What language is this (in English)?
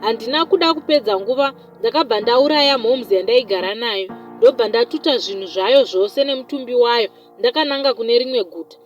Shona